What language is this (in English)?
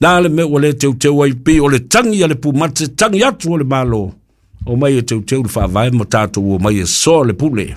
Samoan